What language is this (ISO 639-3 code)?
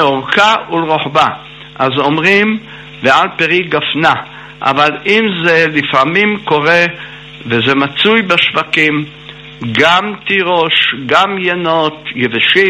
heb